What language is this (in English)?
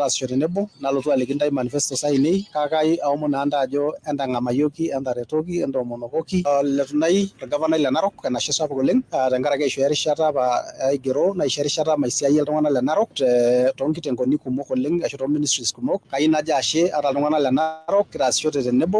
Masai